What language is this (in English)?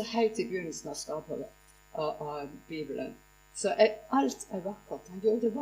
Norwegian